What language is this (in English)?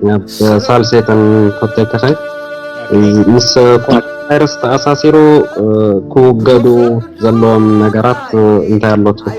Tigrinya